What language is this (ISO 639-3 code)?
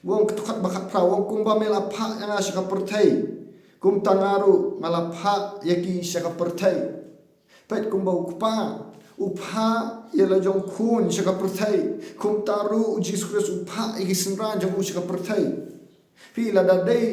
kha